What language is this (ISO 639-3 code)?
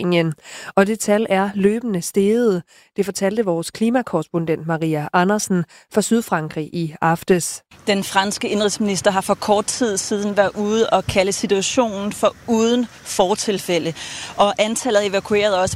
dan